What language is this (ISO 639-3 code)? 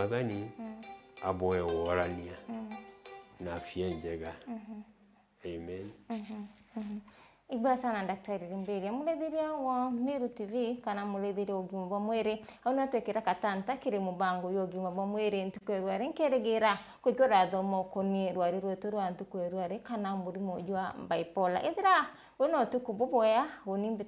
mer